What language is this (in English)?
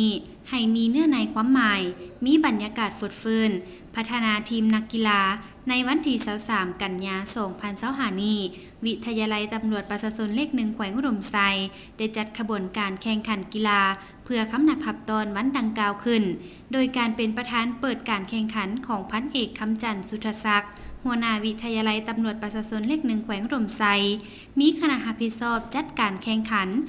Lao